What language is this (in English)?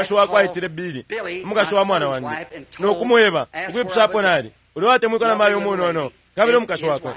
Bemba